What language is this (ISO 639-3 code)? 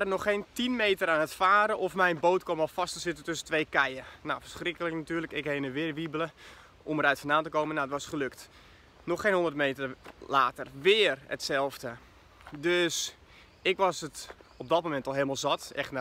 nld